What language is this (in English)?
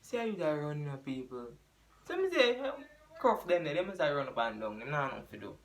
Jamaican Creole English